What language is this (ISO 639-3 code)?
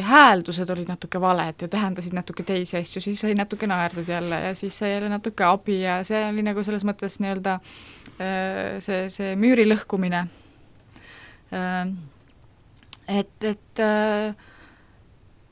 est